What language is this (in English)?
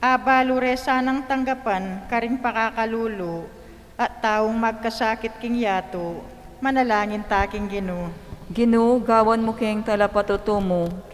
Pampanga